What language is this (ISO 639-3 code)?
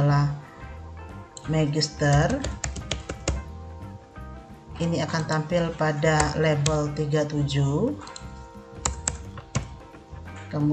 ind